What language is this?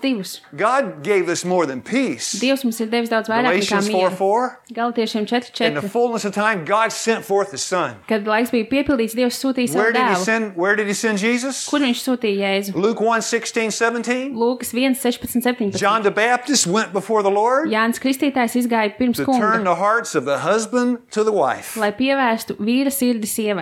Latvian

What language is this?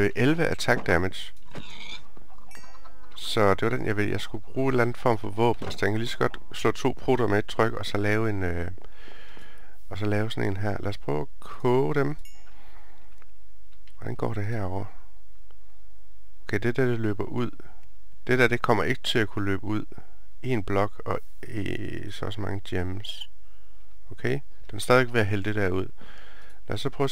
Danish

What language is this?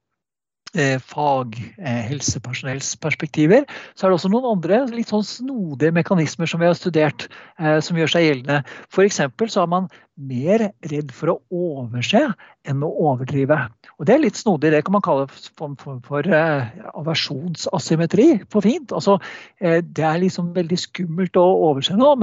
Norwegian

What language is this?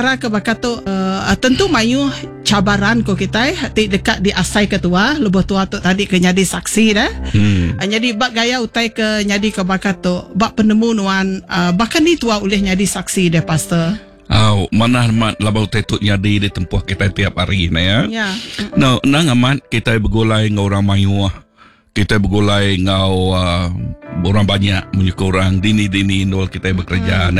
Iban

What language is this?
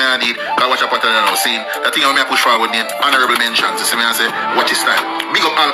Jamaican Creole English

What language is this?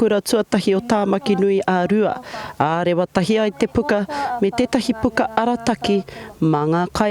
Māori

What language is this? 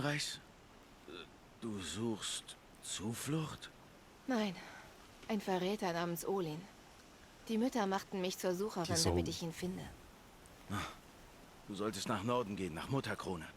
Swiss German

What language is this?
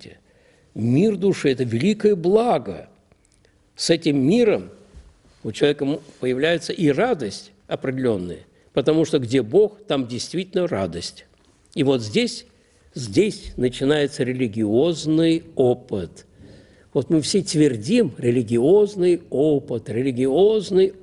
Russian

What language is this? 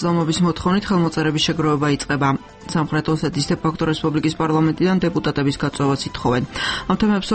Georgian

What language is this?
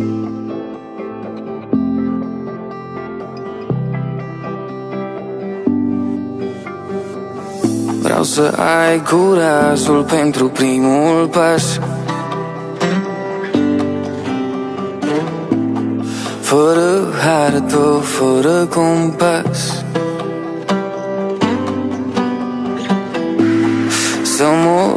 Romanian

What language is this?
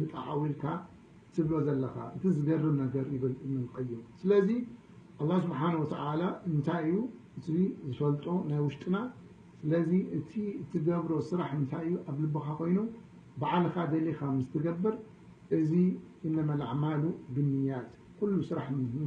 Tigrinya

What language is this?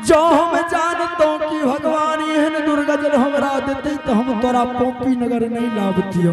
Angika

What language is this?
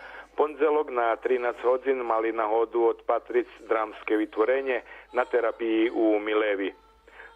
Rusyn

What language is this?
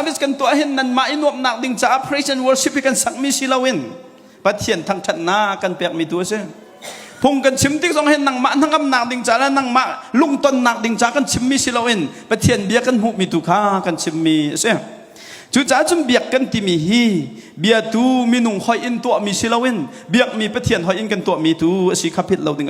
Hakha Chin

